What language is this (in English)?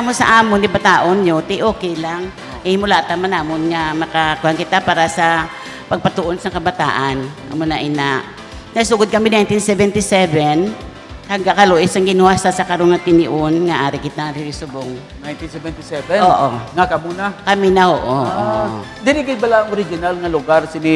Hiligaynon